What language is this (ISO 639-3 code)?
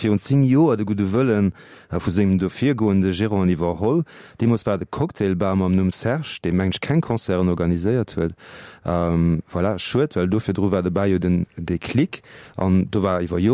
ltz